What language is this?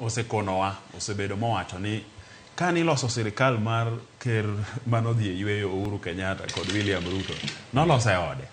Luo (Kenya and Tanzania)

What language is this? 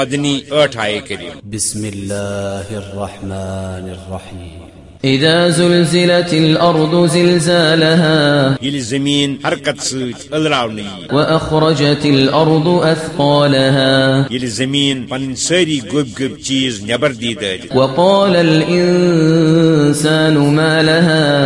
Kashmiri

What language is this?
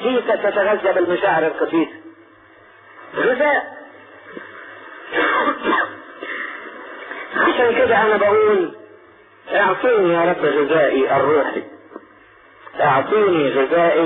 Egyptian Arabic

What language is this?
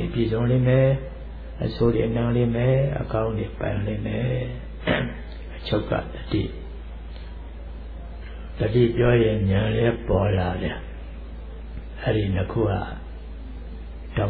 Burmese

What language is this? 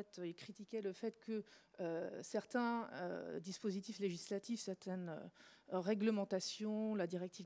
French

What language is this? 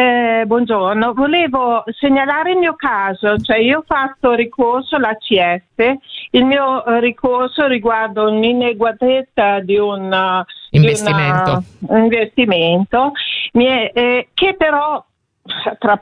Italian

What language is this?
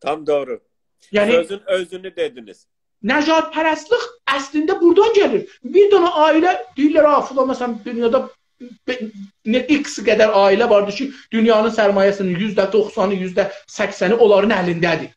South Azerbaijani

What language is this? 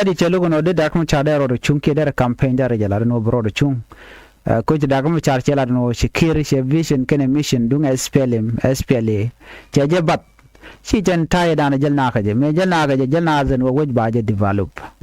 Nuer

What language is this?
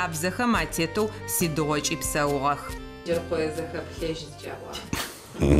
Adyghe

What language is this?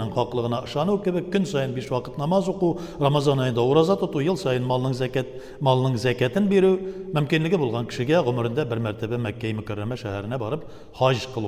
Tatar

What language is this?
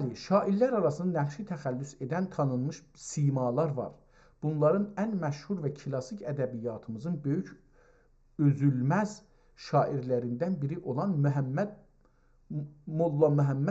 South Azerbaijani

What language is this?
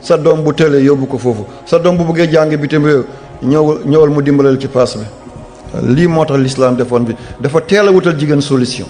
Wolof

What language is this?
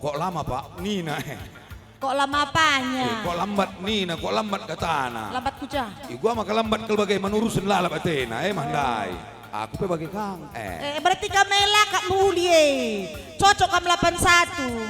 Batak Karo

